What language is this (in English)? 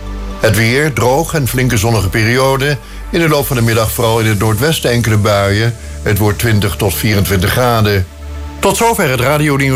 Dutch